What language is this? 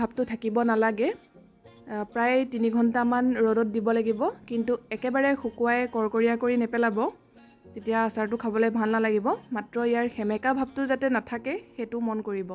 Assamese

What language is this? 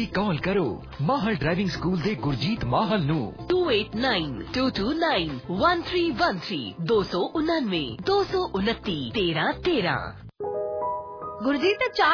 Punjabi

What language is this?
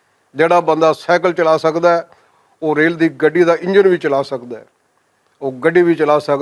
Western Panjabi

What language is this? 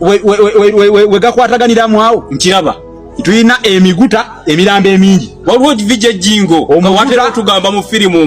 Ganda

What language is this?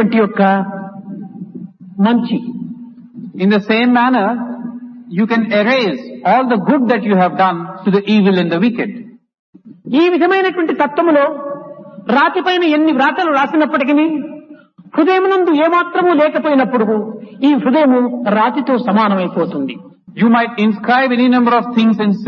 Telugu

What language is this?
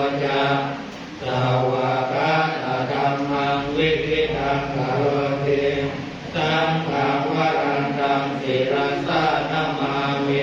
Pali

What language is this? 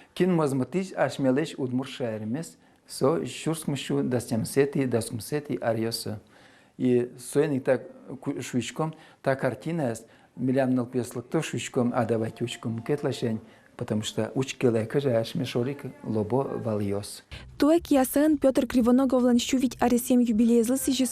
Udmurt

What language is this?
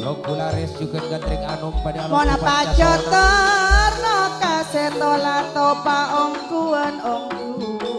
Madurese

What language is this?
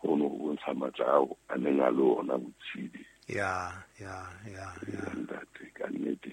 Southern Sotho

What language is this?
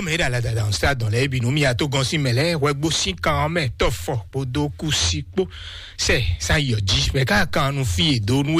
Fon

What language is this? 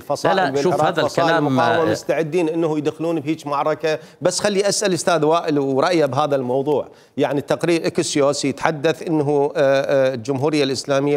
Mesopotamian Arabic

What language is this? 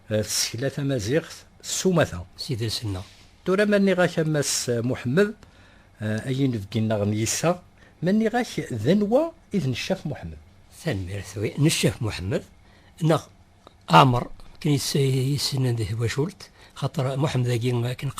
Kabyle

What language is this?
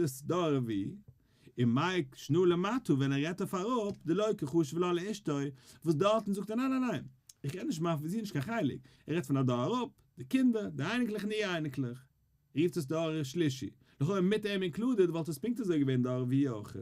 Yiddish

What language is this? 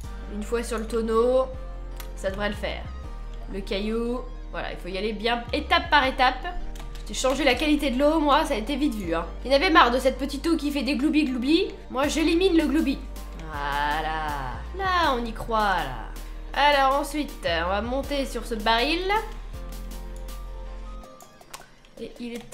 French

